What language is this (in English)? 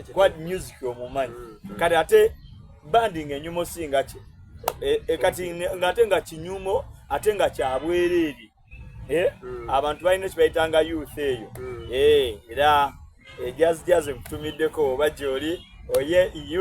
Soga